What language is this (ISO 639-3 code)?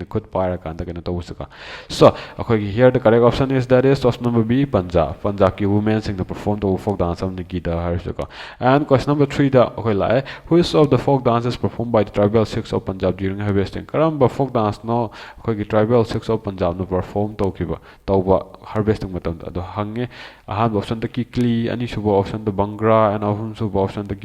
mni